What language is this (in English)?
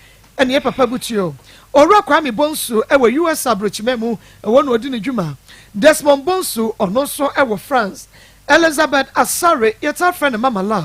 Akan